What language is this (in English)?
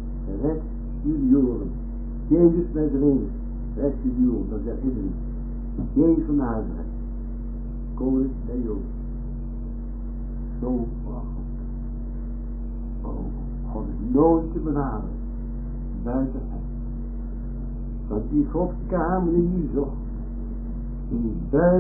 Dutch